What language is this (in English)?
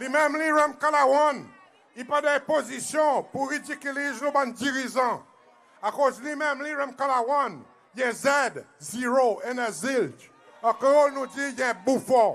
Seselwa Creole French